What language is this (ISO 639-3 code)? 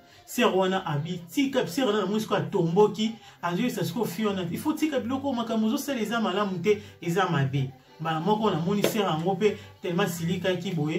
lin